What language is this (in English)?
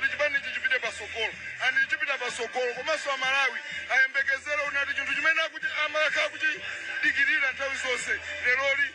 Nyanja